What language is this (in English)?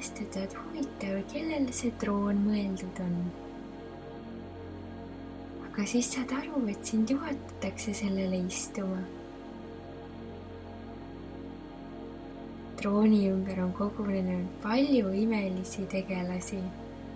Estonian